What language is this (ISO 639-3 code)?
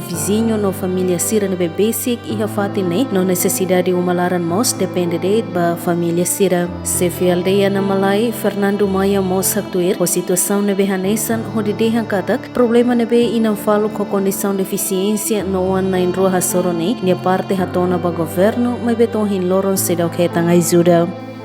tet